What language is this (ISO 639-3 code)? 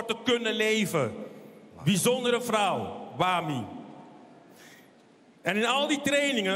nld